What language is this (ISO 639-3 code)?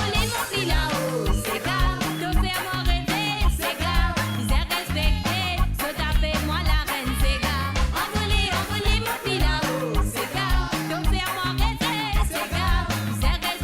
mfe